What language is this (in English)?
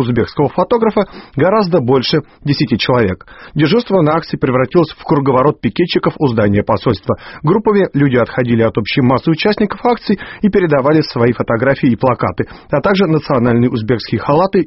Russian